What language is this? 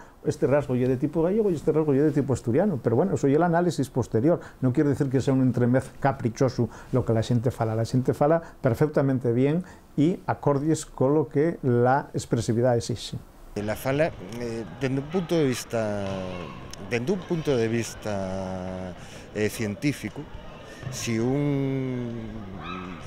Asturian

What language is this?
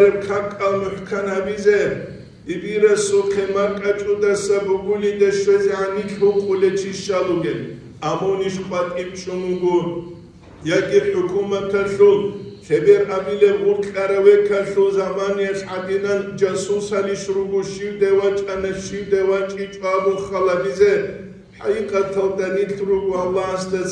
Avaric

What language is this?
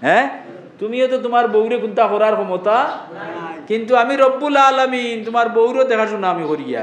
Sylheti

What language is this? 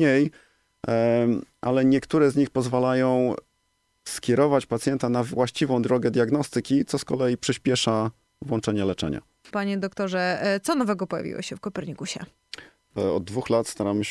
Polish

